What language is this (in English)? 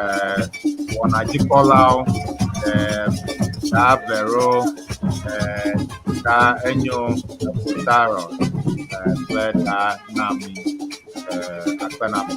Ewe